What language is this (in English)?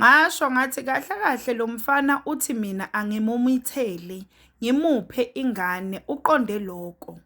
Zulu